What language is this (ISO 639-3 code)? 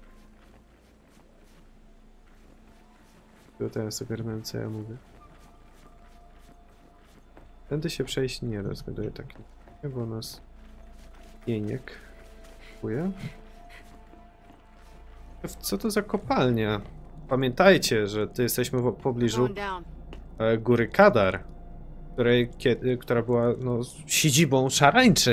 pol